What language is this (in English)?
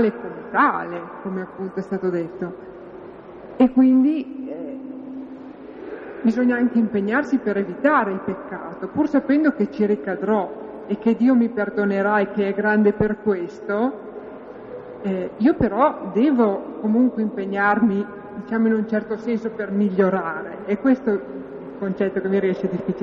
Italian